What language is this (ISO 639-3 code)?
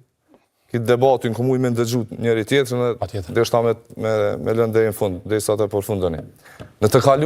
sqi